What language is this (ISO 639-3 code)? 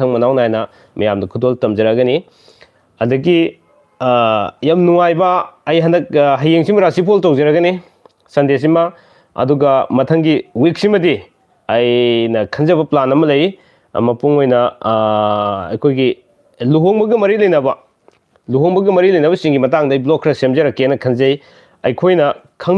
mni